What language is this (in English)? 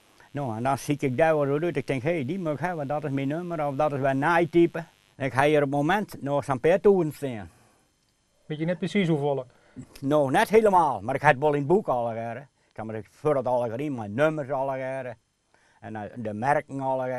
Western Frisian